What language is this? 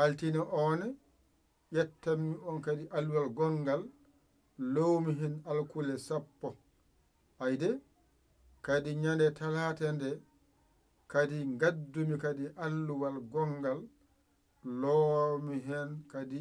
Fula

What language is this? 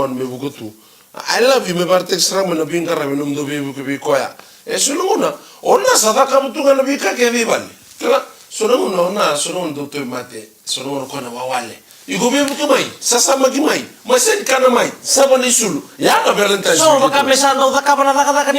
Fijian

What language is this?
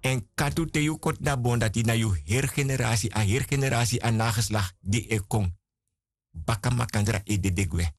Sranan Tongo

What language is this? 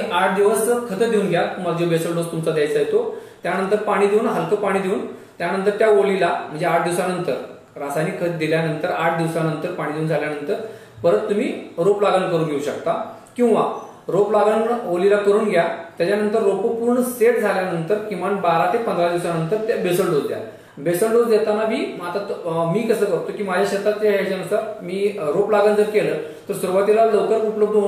Marathi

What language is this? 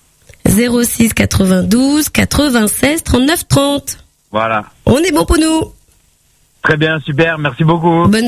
French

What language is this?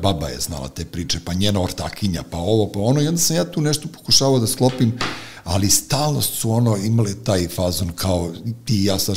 Serbian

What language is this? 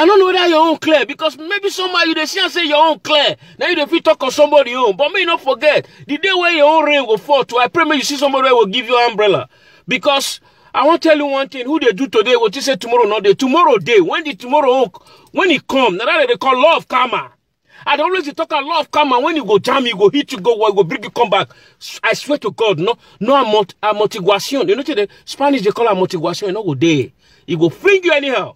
Nigerian Pidgin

